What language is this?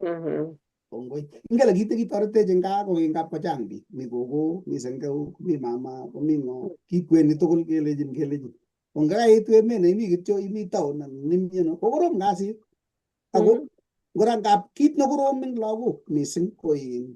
Kalenjin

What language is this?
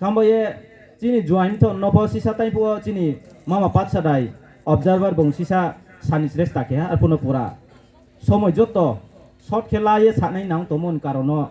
Riang (India)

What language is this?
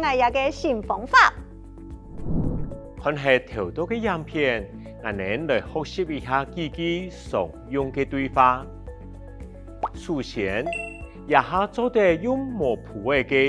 Hakka Chinese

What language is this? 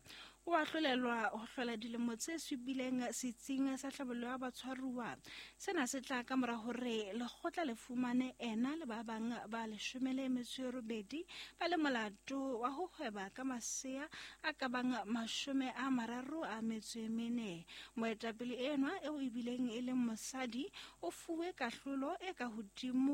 Southern Sotho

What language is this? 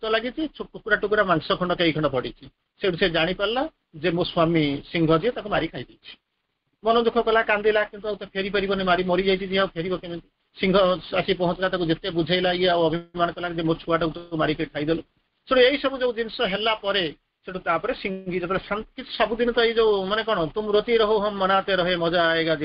Odia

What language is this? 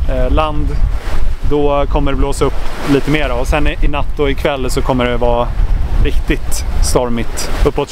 Swedish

